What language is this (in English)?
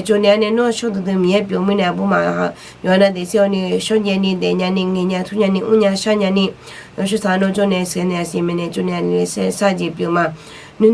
Akha